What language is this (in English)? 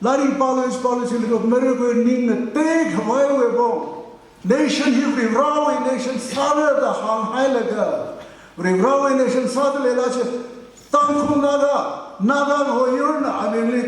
Tangkhul Naga (India)